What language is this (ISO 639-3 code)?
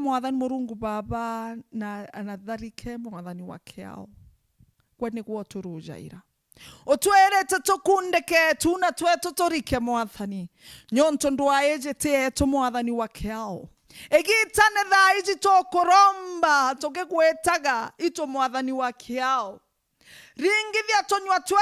mer